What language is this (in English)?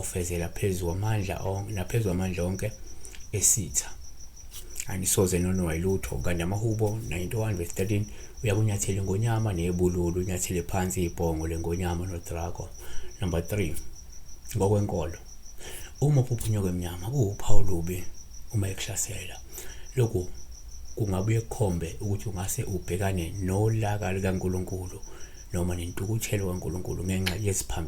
Zulu